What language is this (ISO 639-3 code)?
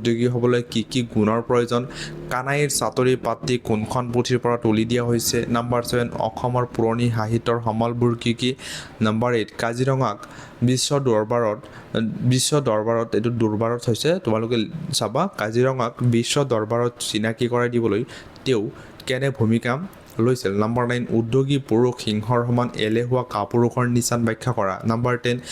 asm